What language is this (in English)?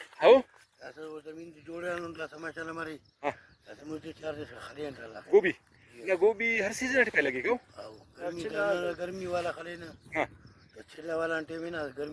Brahui